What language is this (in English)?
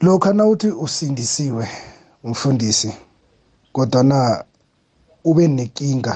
South Ndebele